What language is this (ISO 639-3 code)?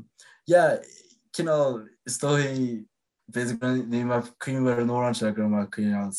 gle